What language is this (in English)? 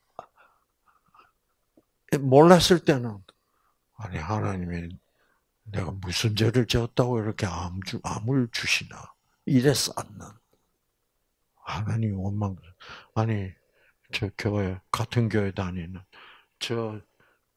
Korean